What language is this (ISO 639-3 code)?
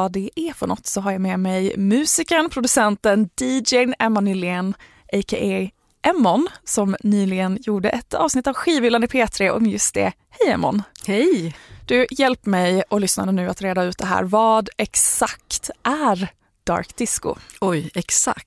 swe